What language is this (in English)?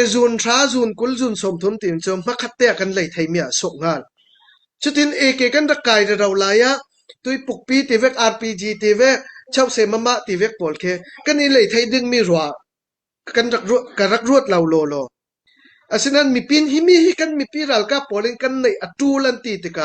Falam Chin